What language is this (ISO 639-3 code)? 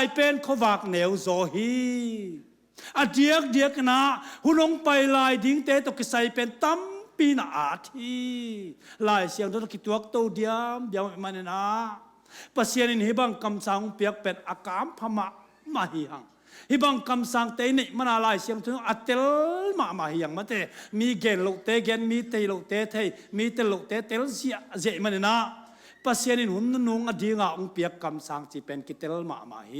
ctd